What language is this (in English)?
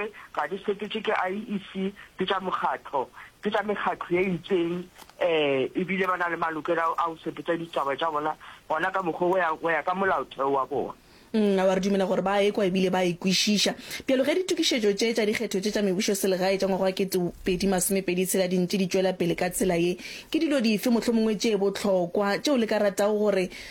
Northern Sotho